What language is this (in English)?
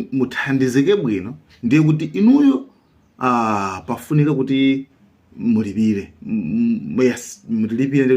Nyanja